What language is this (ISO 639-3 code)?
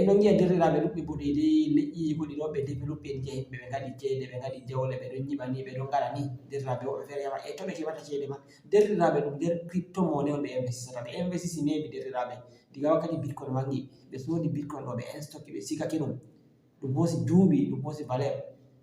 ful